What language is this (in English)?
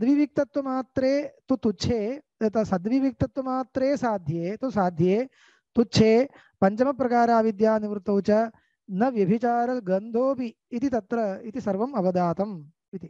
Sanskrit